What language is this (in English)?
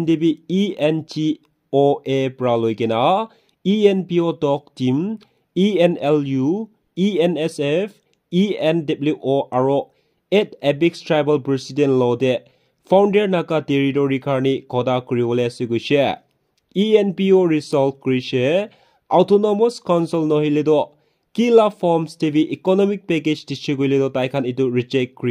Naga Pidgin